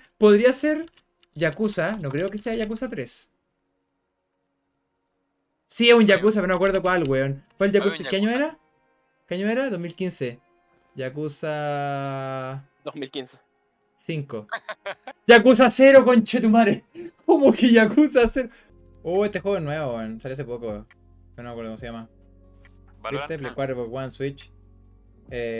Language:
Spanish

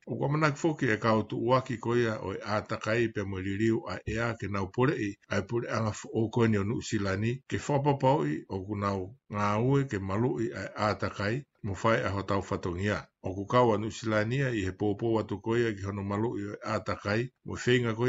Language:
Tongan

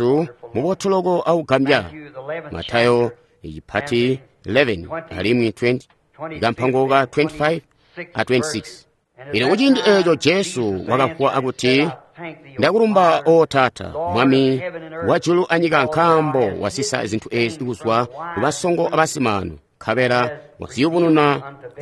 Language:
Tonga (Zambia)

